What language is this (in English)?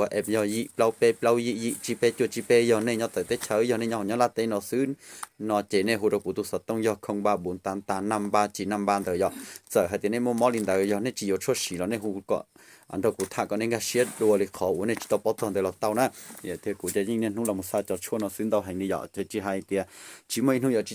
Hmong